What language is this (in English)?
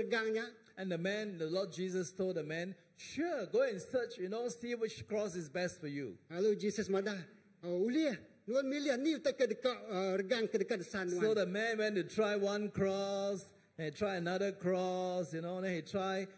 Iban